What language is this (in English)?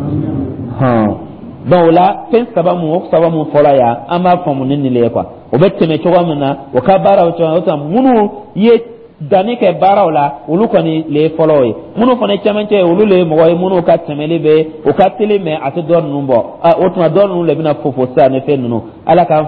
Dyula